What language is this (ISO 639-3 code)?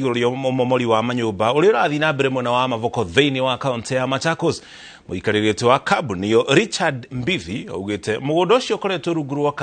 kik